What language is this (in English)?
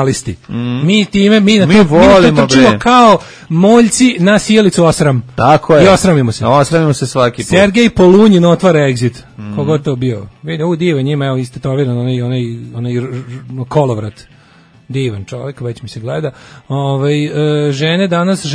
Serbian